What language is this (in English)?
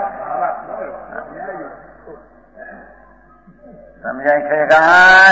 Gujarati